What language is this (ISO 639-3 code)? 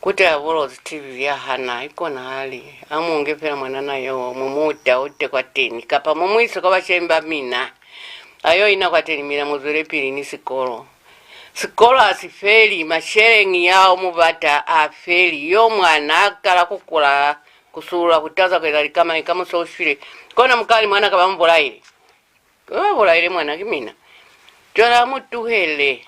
loz